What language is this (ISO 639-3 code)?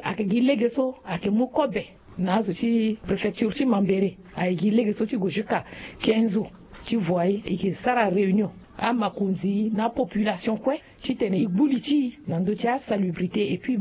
sag